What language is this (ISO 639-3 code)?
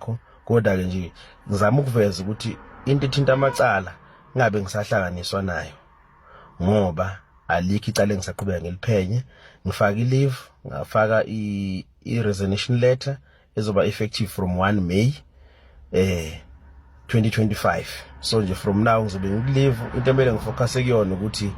zul